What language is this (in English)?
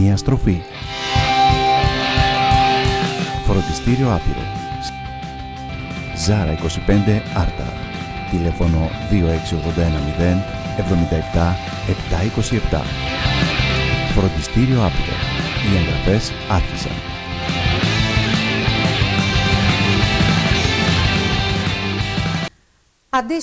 Greek